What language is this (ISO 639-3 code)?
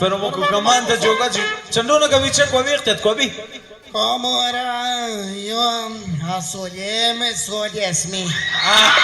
kek